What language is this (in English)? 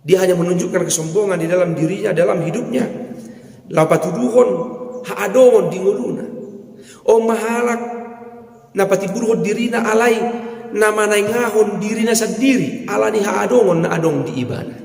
Batak Toba